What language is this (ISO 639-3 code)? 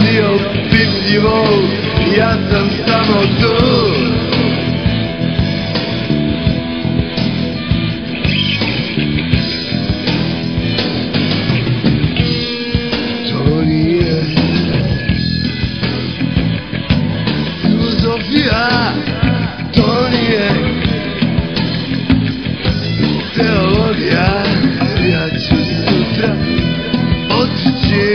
srp